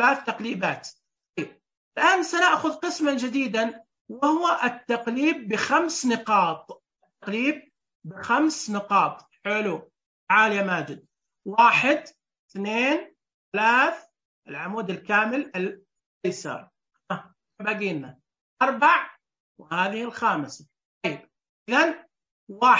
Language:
Najdi Arabic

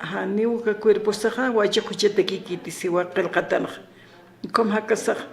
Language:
Aymara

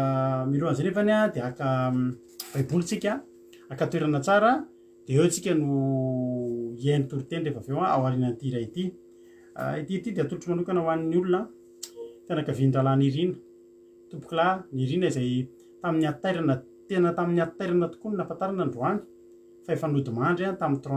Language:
Malagasy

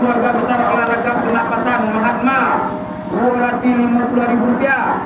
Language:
Minangkabau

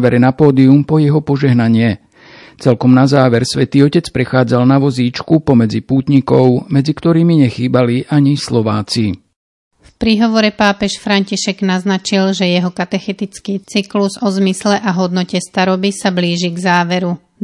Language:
Slovak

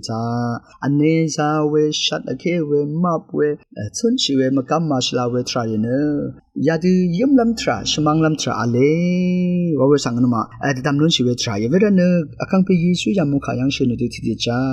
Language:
Rawang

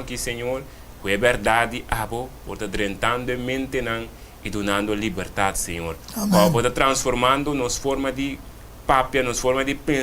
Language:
Papiamento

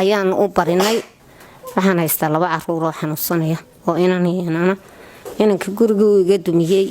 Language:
Somali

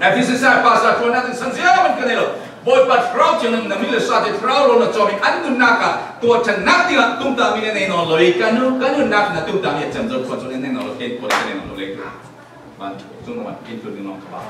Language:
Falam Chin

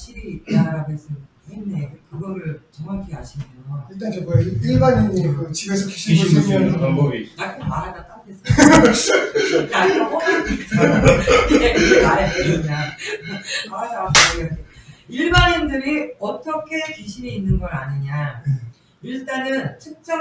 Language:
Korean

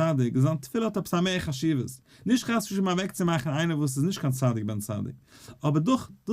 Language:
Yiddish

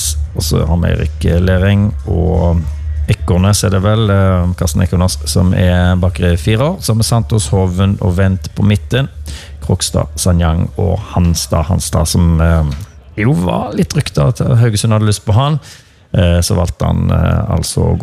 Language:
Norwegian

